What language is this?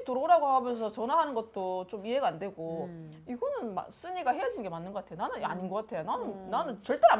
Korean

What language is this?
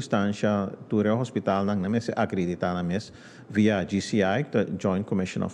Papiamento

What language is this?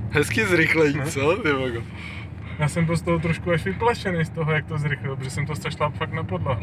Czech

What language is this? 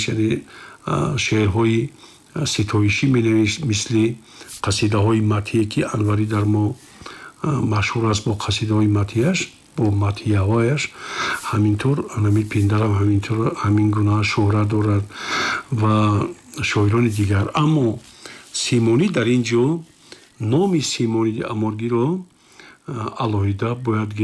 Tajik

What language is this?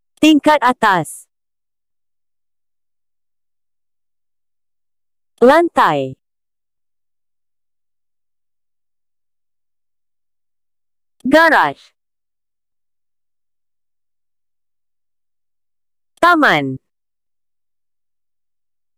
Malay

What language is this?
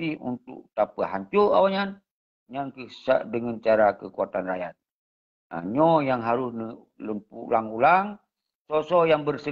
Achinese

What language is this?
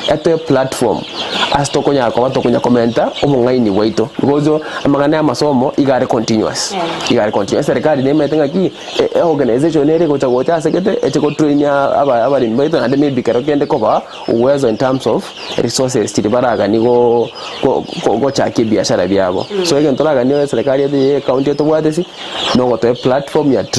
Gusii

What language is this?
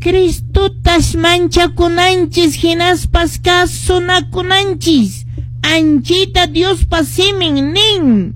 Quechua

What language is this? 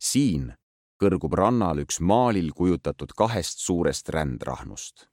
Estonian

